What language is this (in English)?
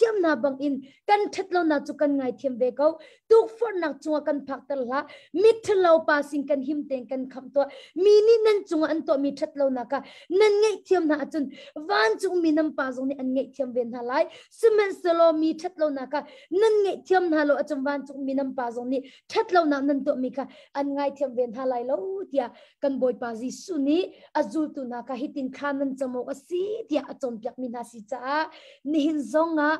Hakha Chin